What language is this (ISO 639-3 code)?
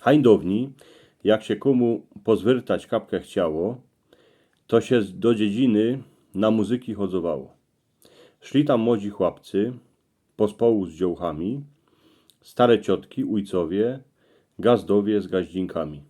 szl